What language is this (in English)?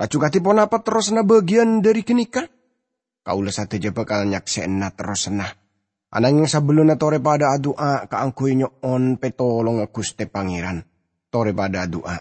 Madurese